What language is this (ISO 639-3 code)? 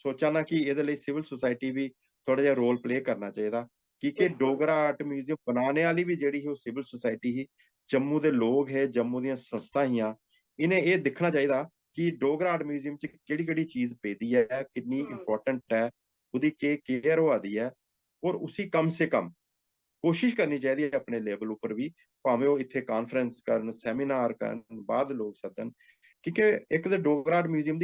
doi